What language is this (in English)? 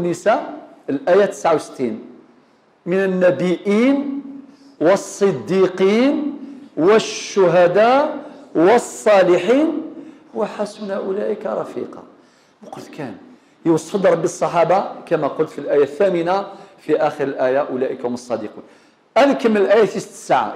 Kabyle